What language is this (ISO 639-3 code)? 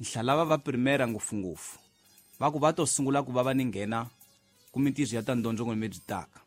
tso